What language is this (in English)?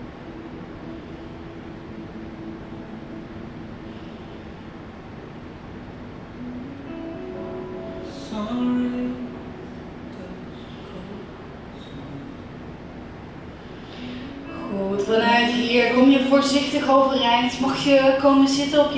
Dutch